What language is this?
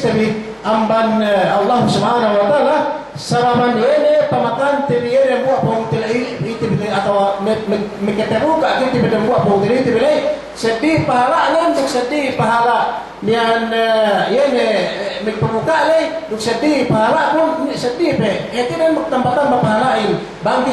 Yakan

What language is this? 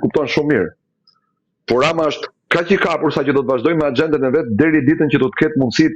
Albanian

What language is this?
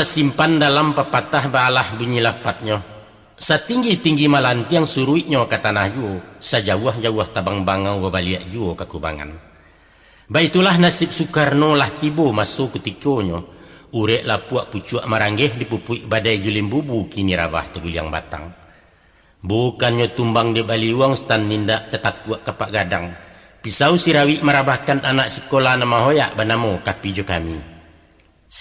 Minangkabau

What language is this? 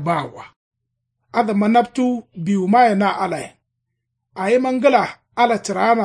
Kanuri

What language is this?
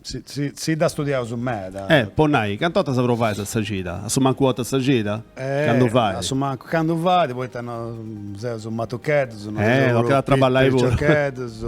Sardinian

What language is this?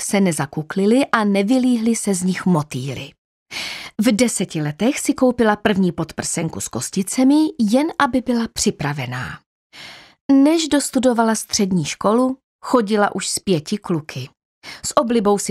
Czech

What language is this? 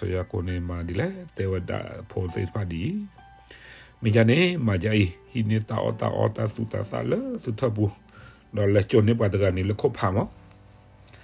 S'gaw Karen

